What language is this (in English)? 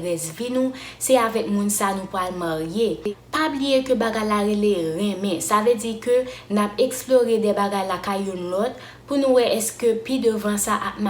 Haitian Creole